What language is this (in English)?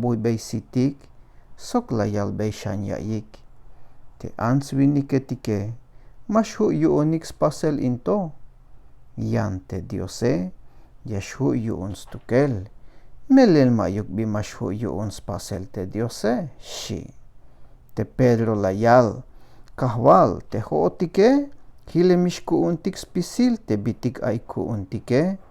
Tzeltal